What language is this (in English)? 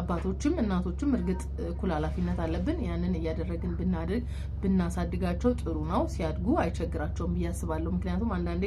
Amharic